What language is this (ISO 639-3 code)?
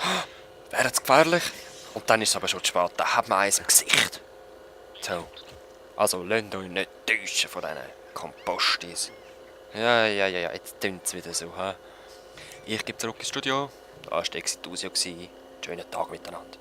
gsw